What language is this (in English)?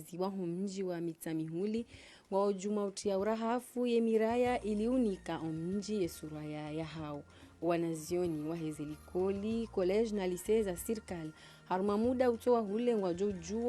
Ngazidja Comorian